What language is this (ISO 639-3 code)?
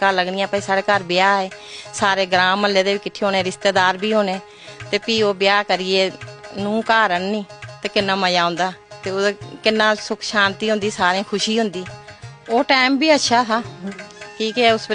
doi